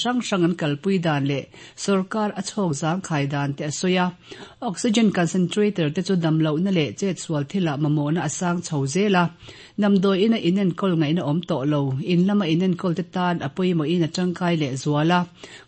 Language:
Mizo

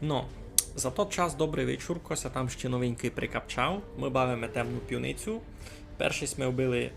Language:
Rusyn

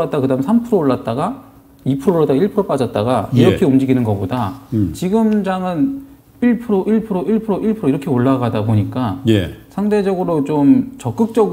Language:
Korean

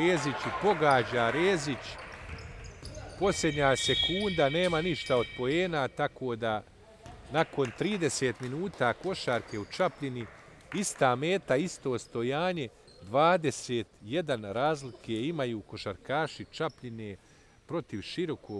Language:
Bosnian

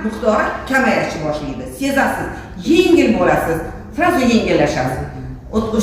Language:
Uzbek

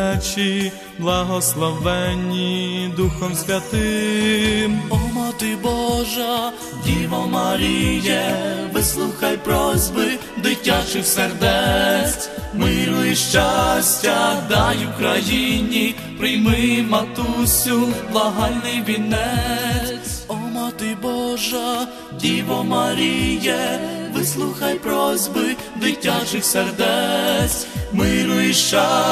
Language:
Ukrainian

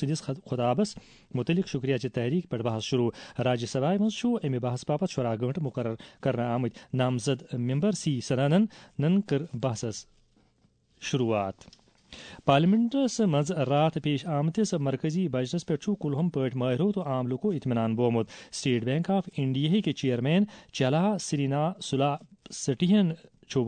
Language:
Kashmiri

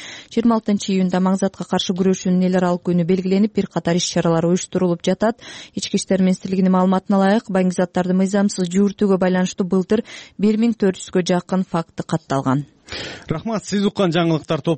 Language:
Kyrgyz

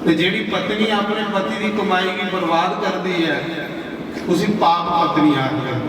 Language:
Dogri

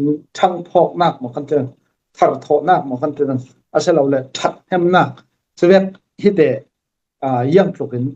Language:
Falam Chin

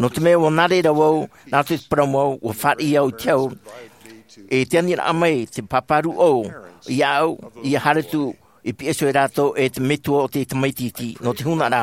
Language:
Tahitian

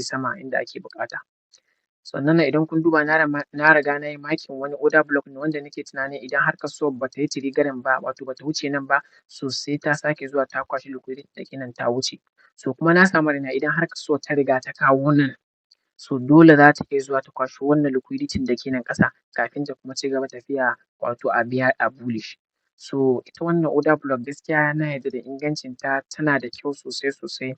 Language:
Hausa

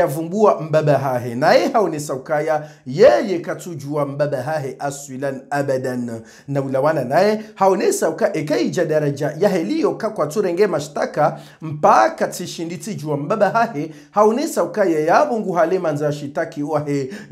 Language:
Swahili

